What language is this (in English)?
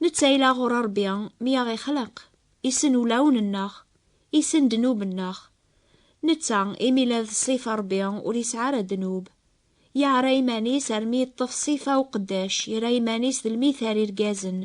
Kabyle